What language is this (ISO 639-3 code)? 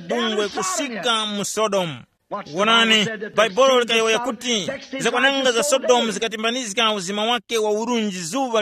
tum